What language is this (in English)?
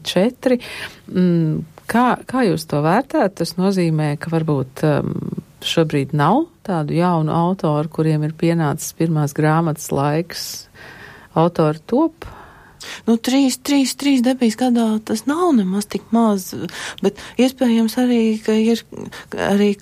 Latvian